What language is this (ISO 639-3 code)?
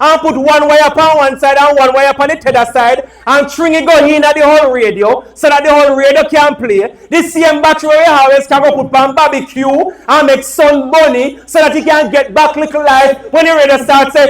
jam